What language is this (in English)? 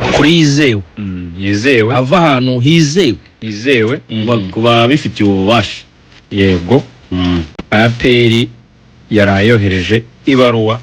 Kinyarwanda